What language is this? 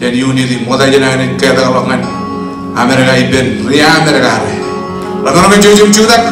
Marshallese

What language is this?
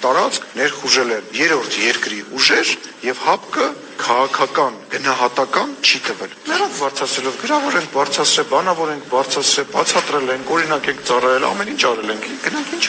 Armenian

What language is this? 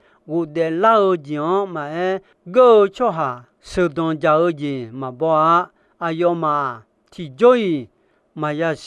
Akha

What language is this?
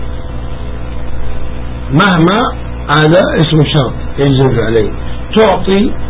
Arabic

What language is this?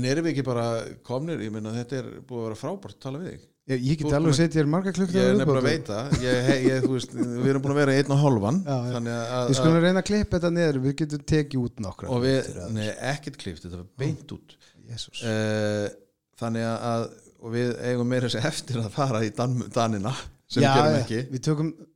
Icelandic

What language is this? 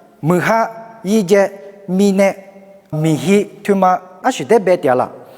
Lisu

